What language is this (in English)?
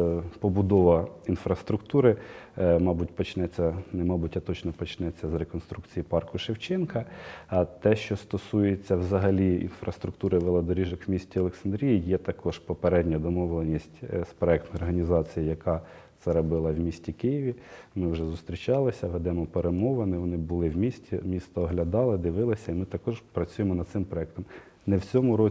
Ukrainian